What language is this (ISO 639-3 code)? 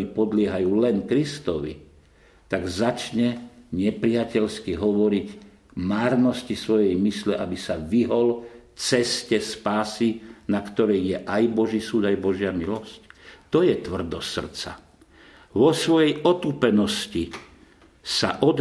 slk